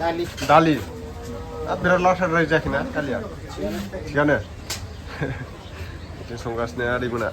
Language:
Bodo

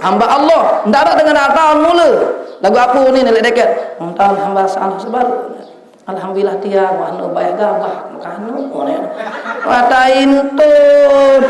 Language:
Sasak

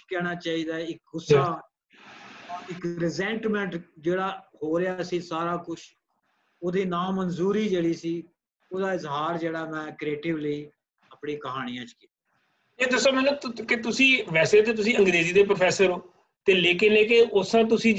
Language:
Punjabi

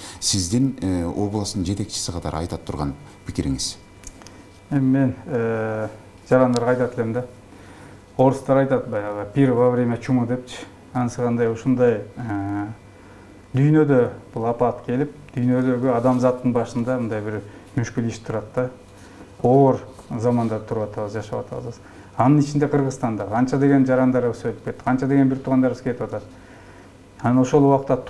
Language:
Kyrgyz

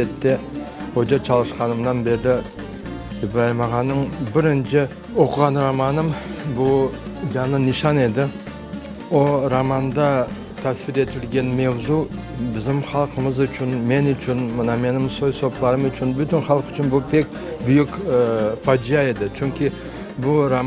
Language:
Crimean Tatar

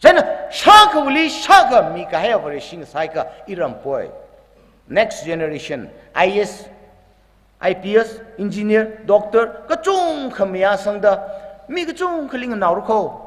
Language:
Tangkhul Naga (India)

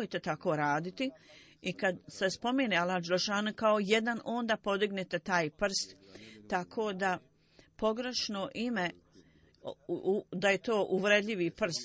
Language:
Bosnian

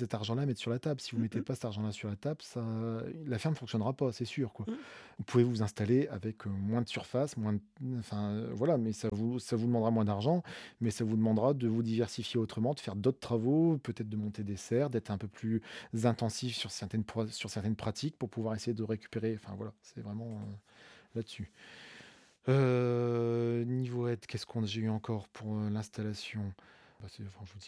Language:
French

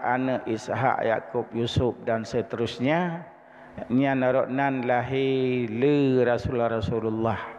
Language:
Achinese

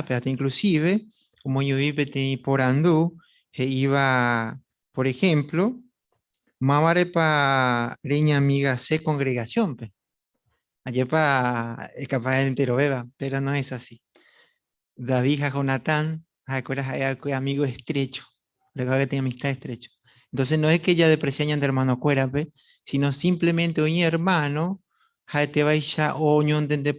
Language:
Guarani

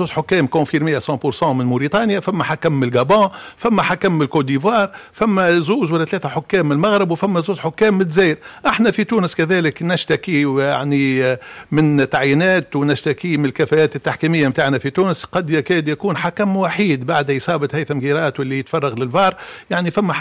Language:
Tunisian Arabic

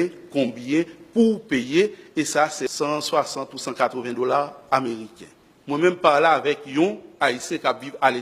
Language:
Haitian Creole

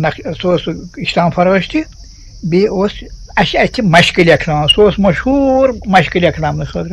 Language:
Kashmiri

